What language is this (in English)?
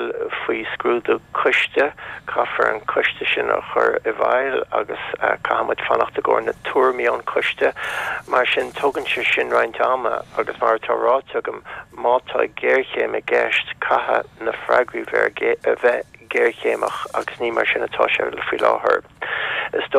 Irish